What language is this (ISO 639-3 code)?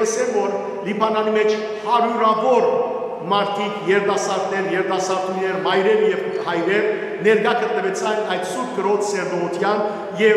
hyw